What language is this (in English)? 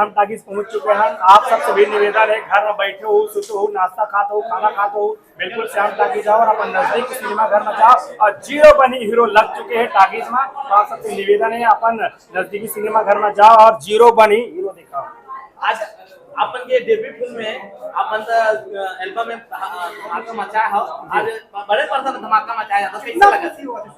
Chhattisgarhi